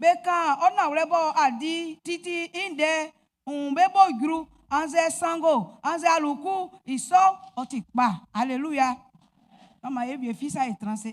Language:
Baoulé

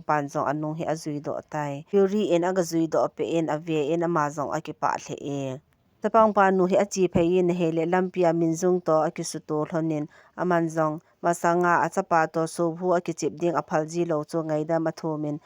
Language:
Thado Chin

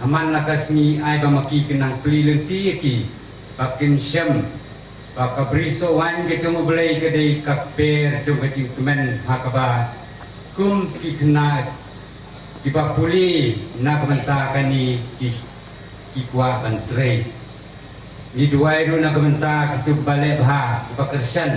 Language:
Khasi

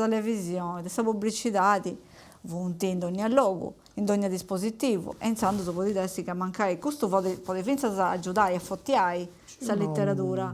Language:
Sardinian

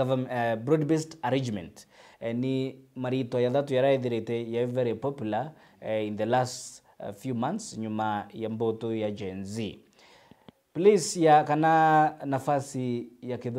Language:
Meru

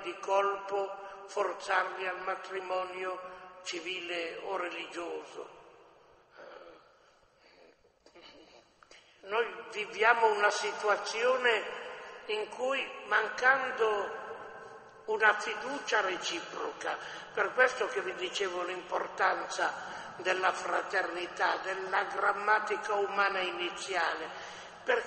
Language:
Italian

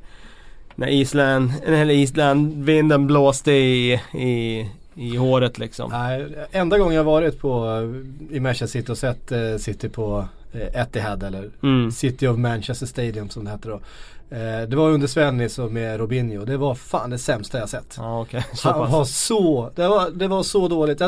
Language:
Swedish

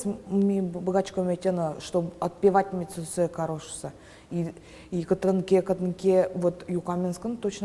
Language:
Udmurt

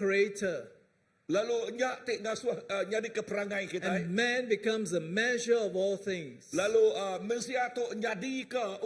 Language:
Iban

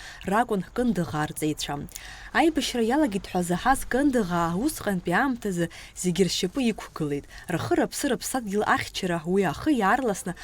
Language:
Abkhazian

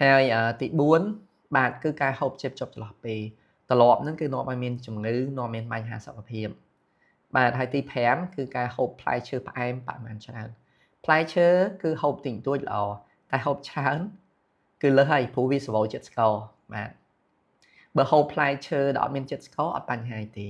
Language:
Khmer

